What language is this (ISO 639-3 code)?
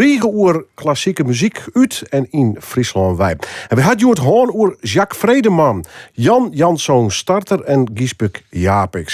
fry